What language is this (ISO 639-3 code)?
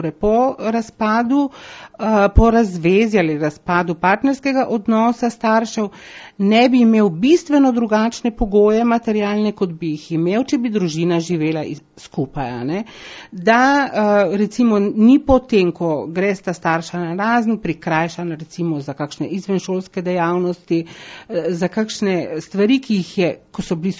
slv